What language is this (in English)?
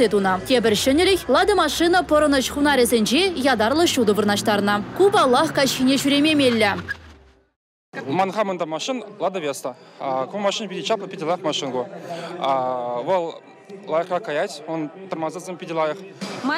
Chuvash